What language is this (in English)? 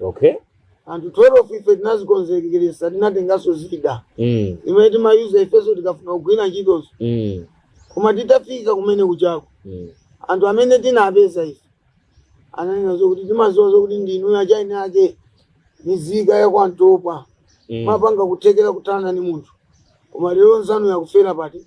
Nyanja